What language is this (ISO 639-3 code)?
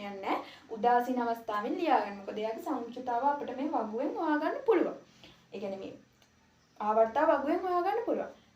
sin